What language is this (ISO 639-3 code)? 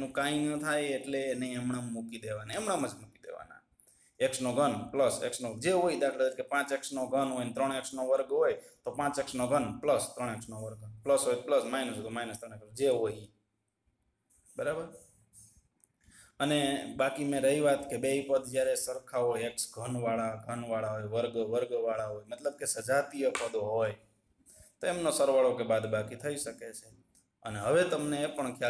guj